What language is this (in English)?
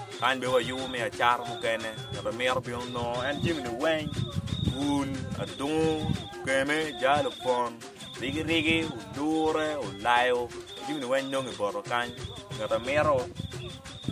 Acoli